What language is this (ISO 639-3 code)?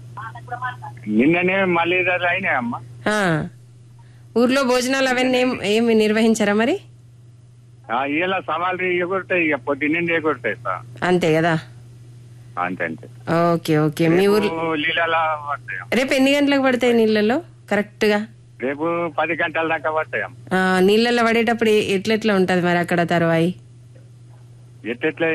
tel